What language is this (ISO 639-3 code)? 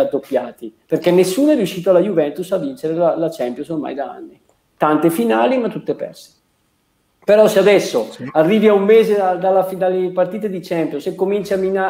ita